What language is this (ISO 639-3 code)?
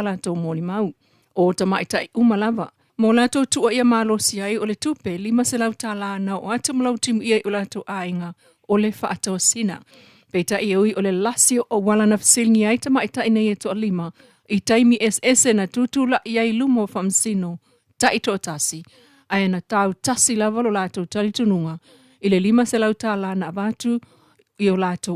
smo